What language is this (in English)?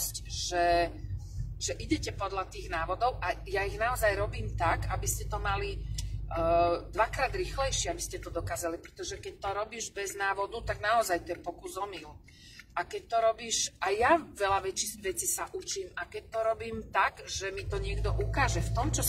Slovak